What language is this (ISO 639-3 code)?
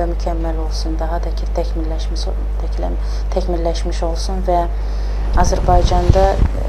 aze